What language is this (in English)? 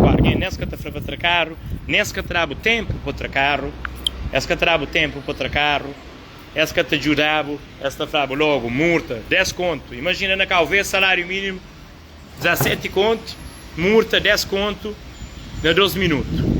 Kabuverdianu